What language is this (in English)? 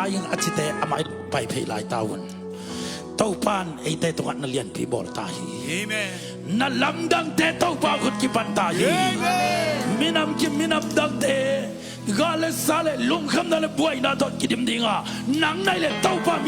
Tedim Chin